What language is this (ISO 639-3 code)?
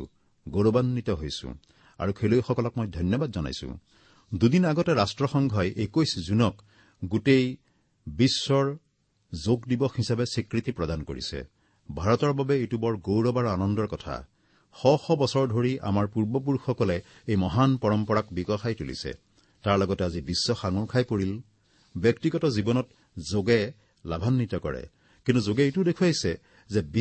asm